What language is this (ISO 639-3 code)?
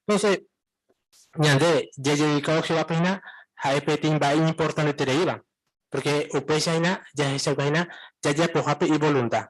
grn